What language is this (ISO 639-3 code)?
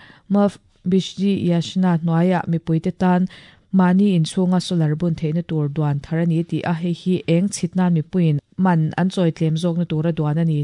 lus